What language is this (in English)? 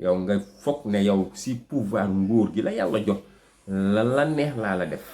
Wolof